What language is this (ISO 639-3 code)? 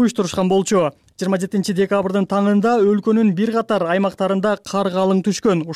kir